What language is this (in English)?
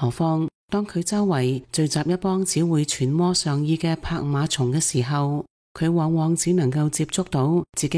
Cantonese